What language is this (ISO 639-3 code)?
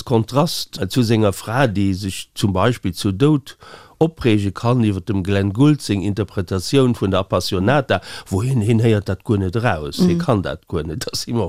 ltz